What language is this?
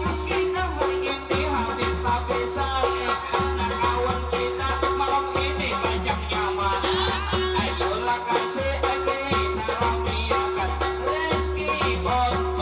Banjar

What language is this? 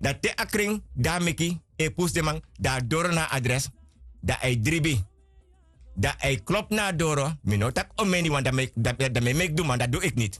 Sranan Tongo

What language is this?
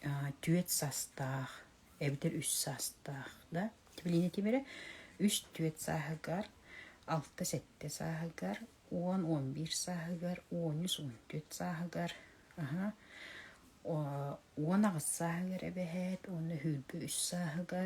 Yakut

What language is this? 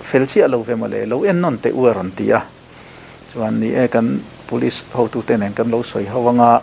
Mizo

